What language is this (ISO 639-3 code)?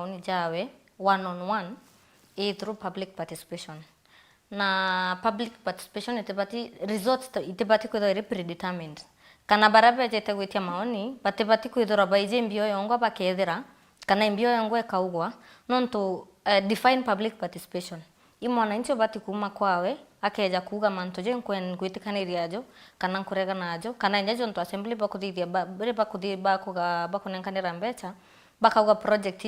mer